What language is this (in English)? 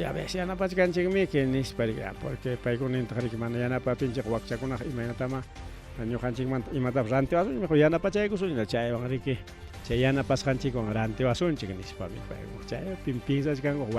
Ayacucho Quechua